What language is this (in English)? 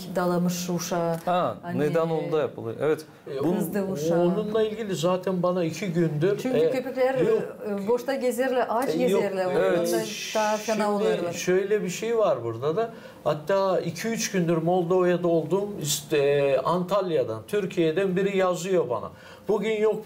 Gagauz